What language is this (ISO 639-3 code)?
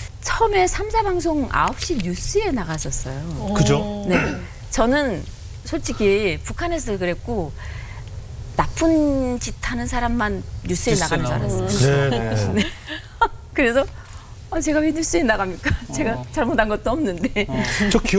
kor